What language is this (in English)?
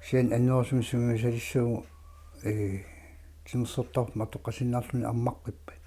Kalaallisut